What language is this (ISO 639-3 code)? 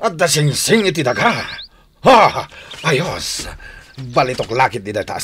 ilo